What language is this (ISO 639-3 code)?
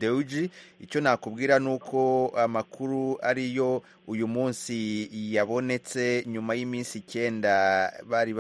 kin